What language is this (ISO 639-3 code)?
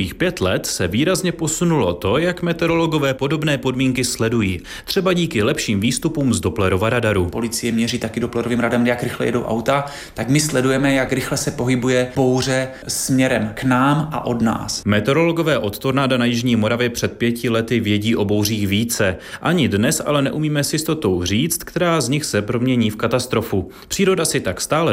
ces